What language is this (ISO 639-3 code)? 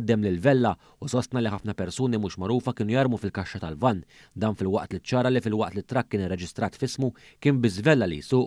mlt